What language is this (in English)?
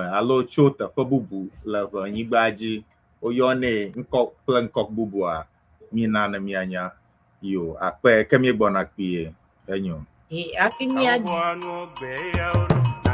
Ewe